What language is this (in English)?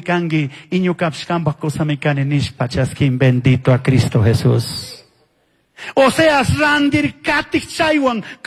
Chimborazo Highland Quichua